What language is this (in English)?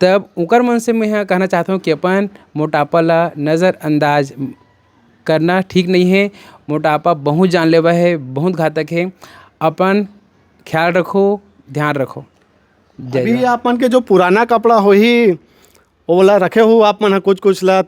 Chhattisgarhi